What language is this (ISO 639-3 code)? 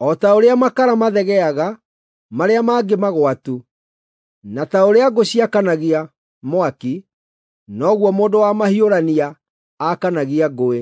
kik